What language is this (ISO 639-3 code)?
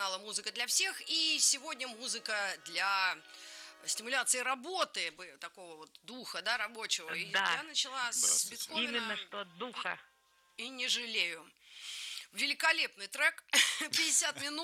rus